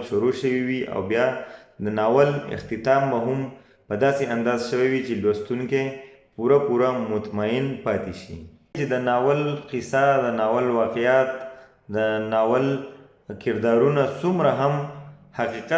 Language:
Pashto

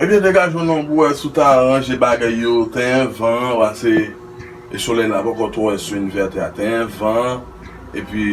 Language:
Haitian Creole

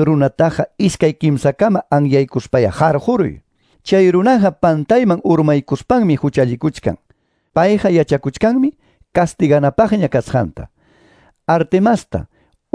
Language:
Quechua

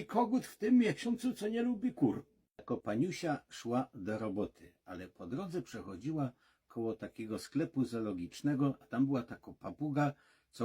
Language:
Silesian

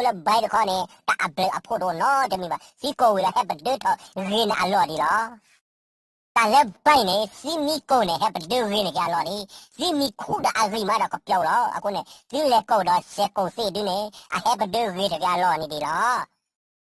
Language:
S'gaw Karen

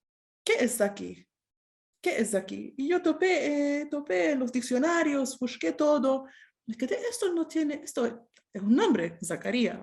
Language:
Ladino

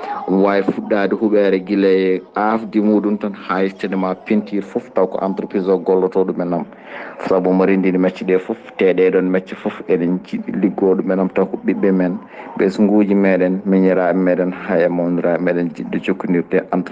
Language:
Fula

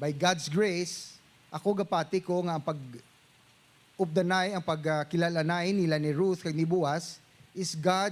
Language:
Hiligaynon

